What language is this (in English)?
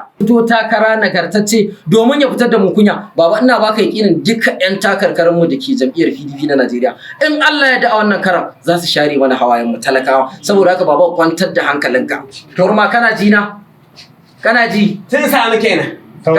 Hausa